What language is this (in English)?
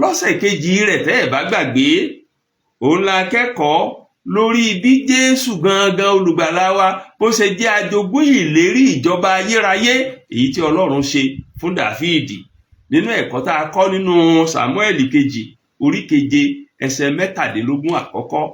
Yoruba